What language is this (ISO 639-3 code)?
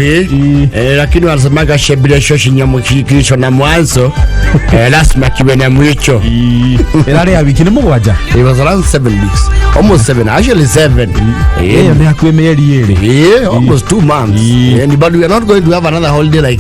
kik